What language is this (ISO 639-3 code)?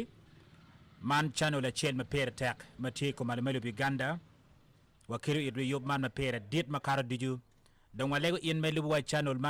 ach